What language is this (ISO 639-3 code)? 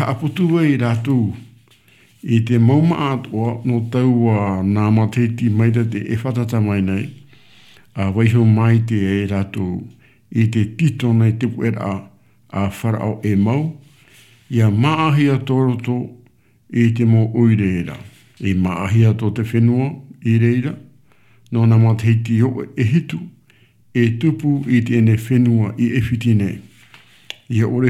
tah